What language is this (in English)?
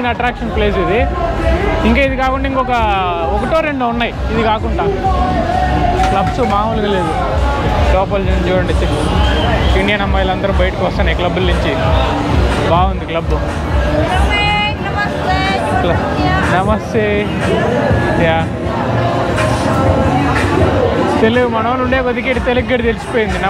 Telugu